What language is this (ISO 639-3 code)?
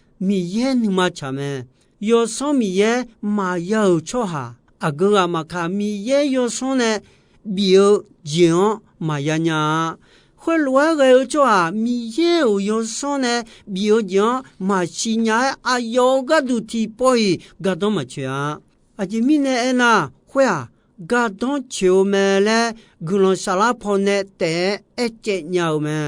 ahk